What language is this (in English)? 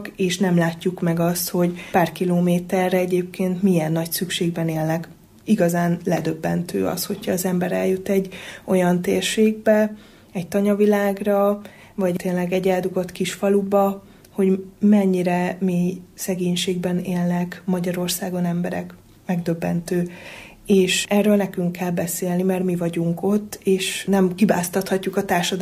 Hungarian